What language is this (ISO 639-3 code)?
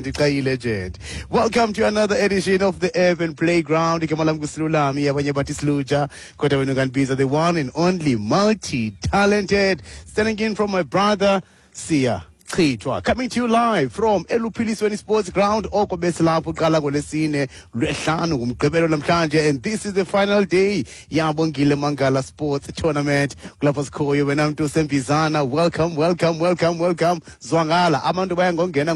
xho